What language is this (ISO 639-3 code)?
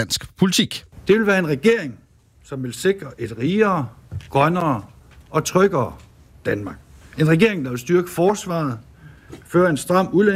dan